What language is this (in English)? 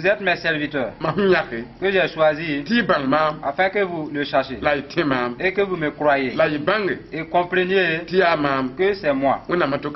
Mossi